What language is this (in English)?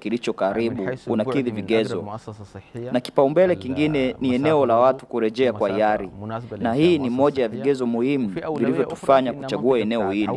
Swahili